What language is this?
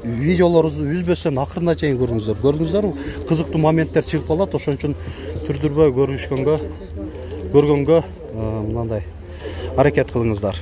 Kyrgyz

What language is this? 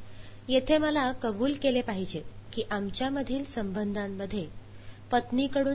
Marathi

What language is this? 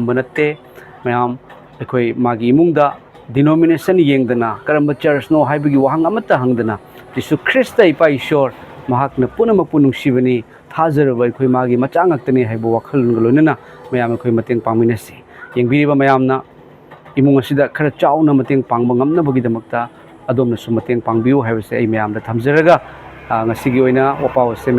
Manipuri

